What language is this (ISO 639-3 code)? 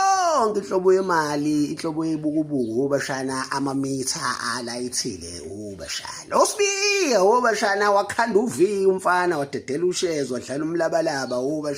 zul